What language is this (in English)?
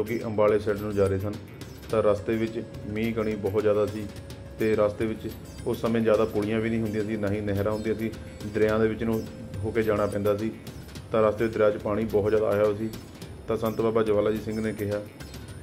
Punjabi